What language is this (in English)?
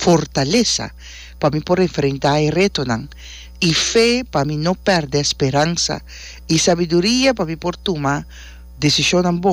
Papiamento